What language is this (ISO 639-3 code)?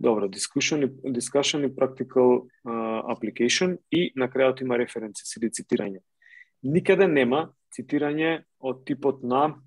mkd